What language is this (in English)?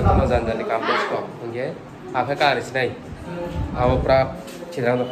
Kok Borok